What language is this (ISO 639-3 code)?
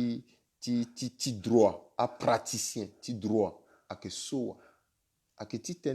sag